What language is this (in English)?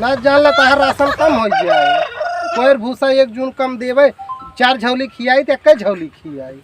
Awadhi